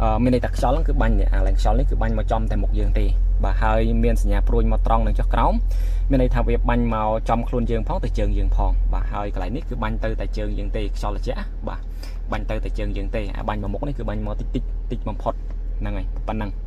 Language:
Khmer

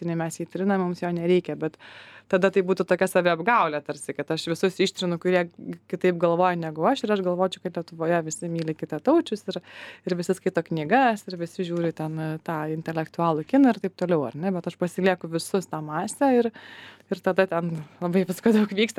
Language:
Lithuanian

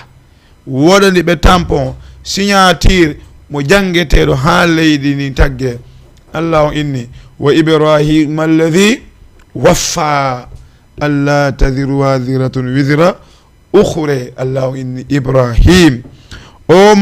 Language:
Fula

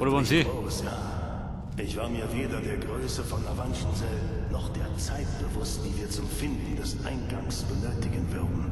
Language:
Bavarian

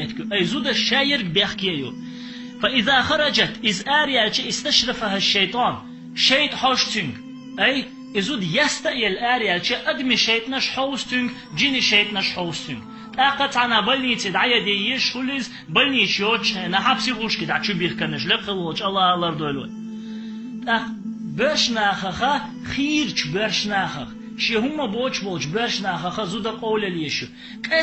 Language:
Chechen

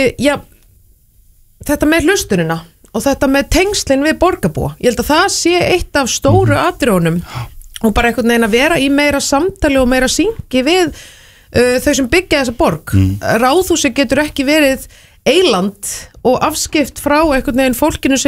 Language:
Icelandic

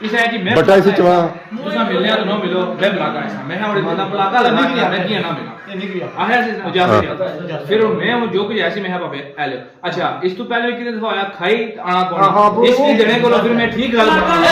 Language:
Pahari-Potwari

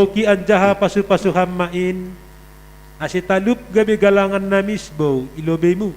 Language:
Batak Simalungun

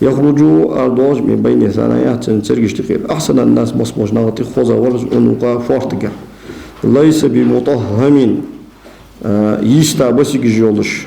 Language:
Ingush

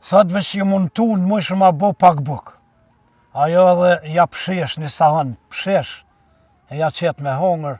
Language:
Albanian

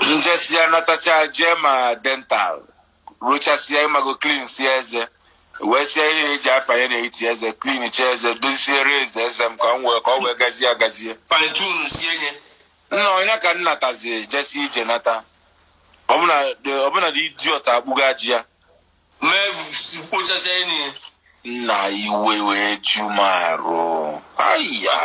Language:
Igbo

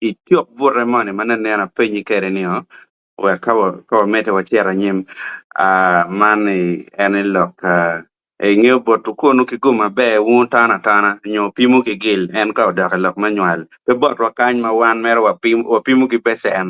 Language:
Acoli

